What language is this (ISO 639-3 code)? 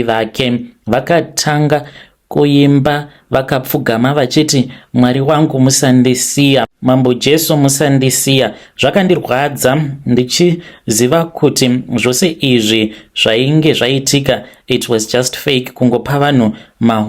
sna